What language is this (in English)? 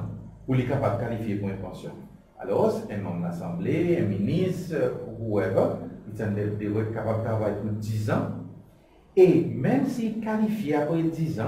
Seselwa Creole French